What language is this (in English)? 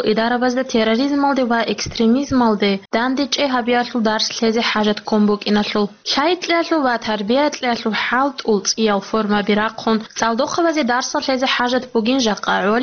Avaric